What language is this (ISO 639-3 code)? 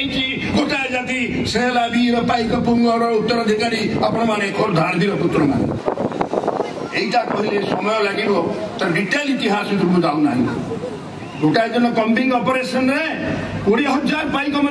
ori